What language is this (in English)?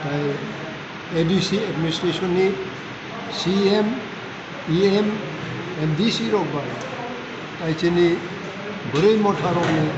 Kok Borok